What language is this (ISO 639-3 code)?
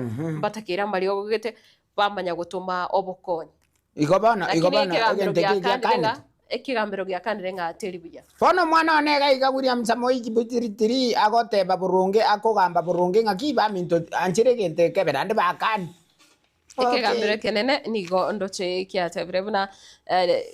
guz